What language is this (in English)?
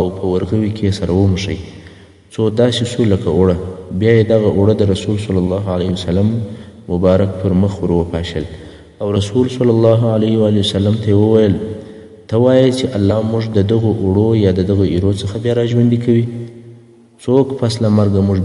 Pashto